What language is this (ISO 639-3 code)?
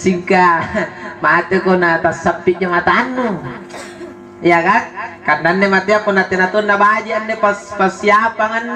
mak